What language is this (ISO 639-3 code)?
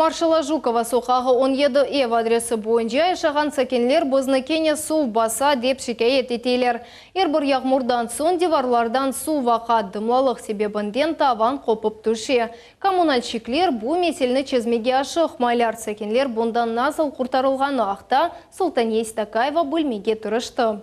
crh